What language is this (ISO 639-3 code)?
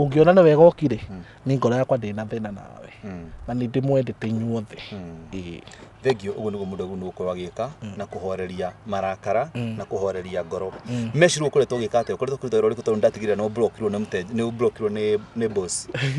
kik